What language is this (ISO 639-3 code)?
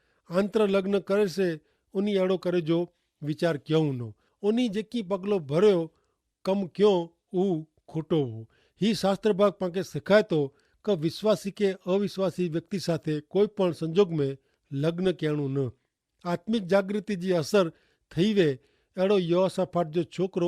kfr